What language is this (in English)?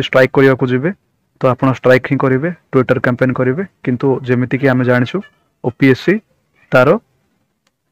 Odia